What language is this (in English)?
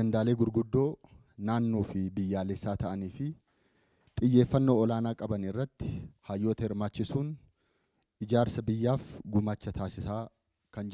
Oromo